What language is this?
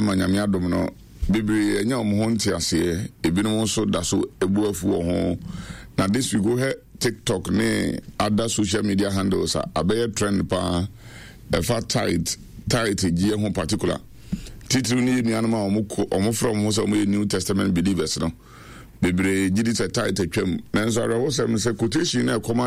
Akan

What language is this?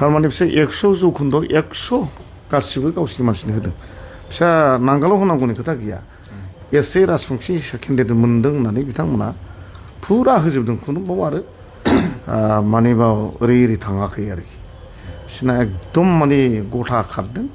Bodo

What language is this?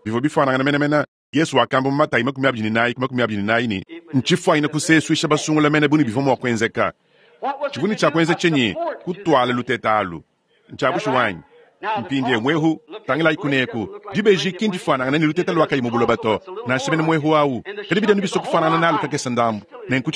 Luba-Lulua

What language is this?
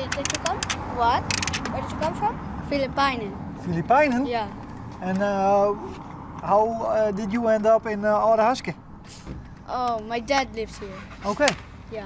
Western Frisian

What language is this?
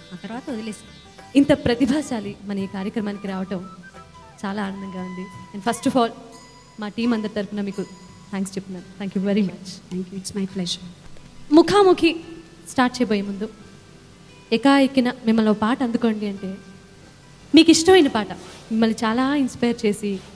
Telugu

